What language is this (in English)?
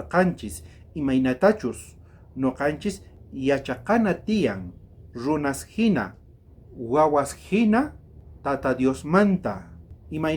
South Bolivian Quechua